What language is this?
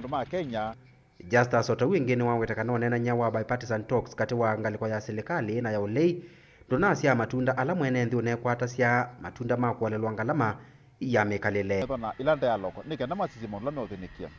Kamba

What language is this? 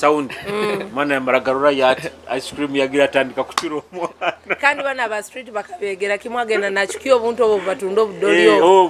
Nyoro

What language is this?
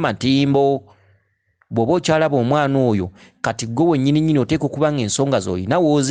Ganda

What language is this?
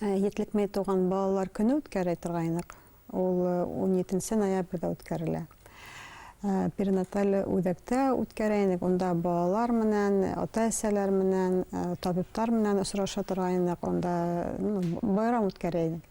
Bashkir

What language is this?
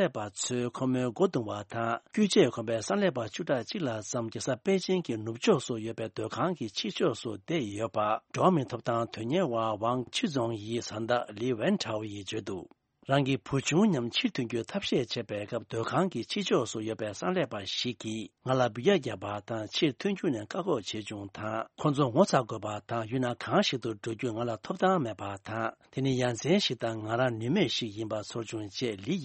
Tibetan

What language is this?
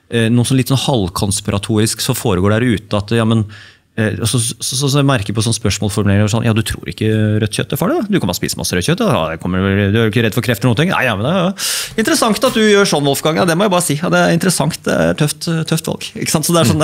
Norwegian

